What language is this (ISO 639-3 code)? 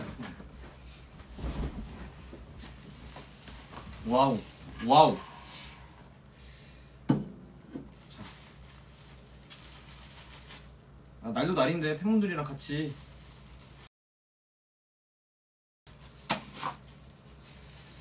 kor